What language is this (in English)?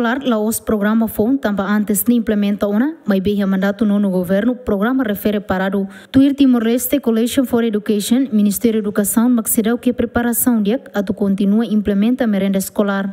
Tetum